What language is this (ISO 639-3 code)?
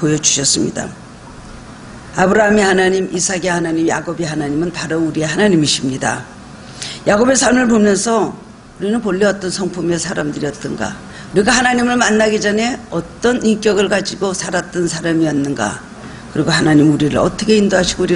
kor